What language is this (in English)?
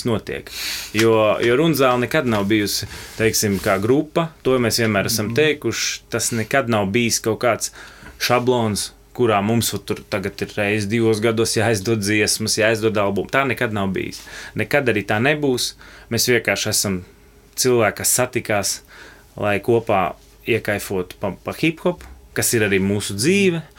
Latvian